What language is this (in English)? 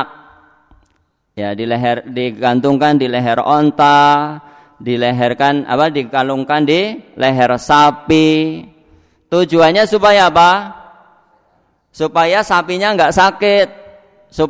Indonesian